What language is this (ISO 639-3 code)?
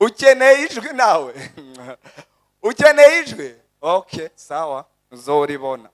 run